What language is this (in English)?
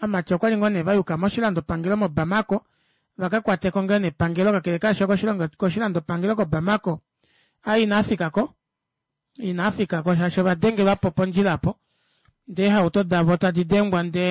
Kuanyama